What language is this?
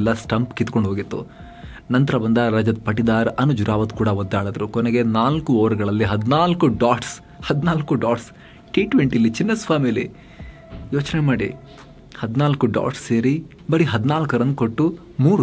Kannada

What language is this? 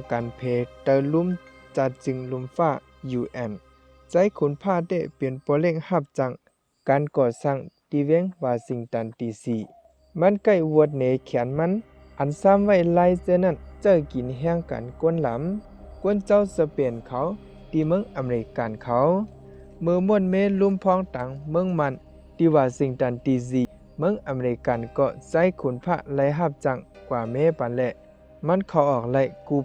Shan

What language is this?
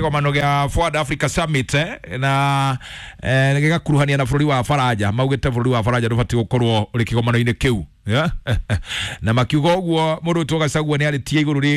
Kikuyu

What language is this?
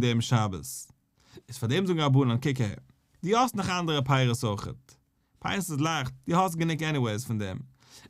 Yiddish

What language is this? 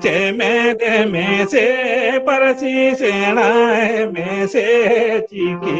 Santali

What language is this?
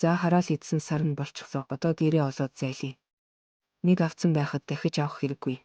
Mongolian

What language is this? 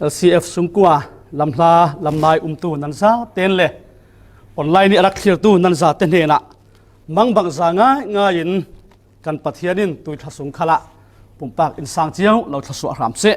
Falam Chin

